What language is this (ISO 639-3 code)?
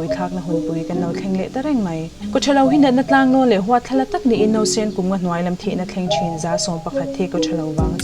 lus